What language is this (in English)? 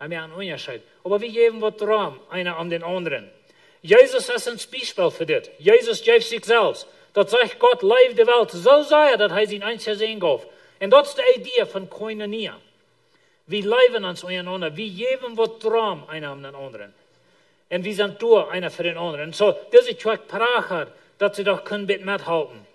Plautdietsch